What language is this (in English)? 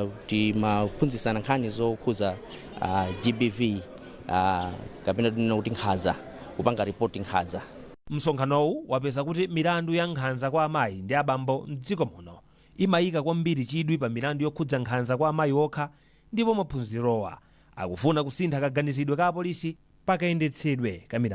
Nyanja